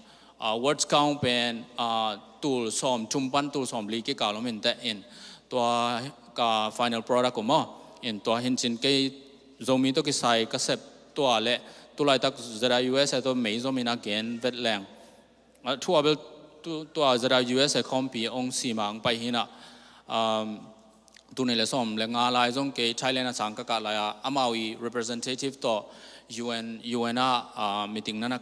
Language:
Tedim Chin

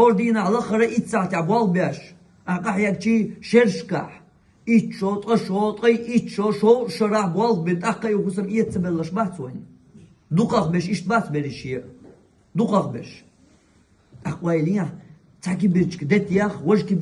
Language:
Chechen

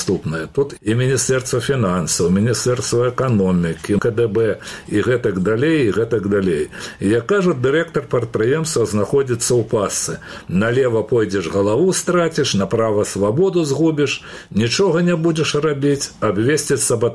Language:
Belarusian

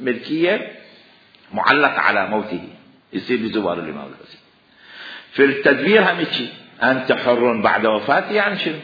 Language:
Mesopotamian Arabic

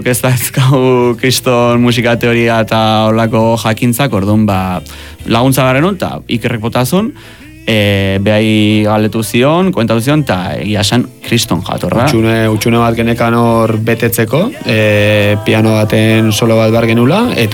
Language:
Basque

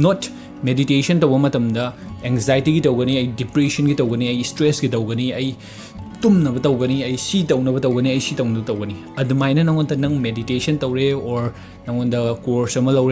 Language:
Manipuri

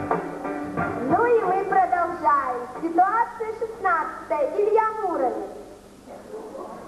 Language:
Russian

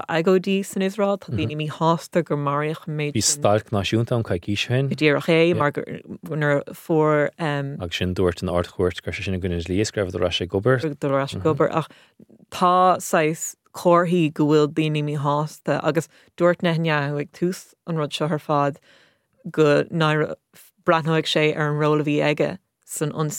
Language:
Irish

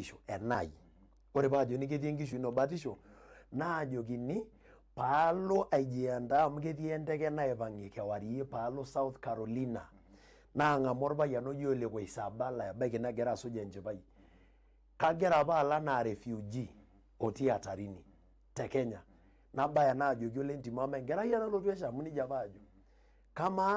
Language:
Masai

